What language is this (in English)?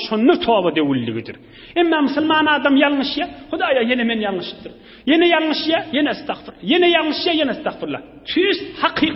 Turkmen